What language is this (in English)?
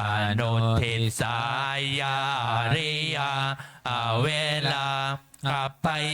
Pali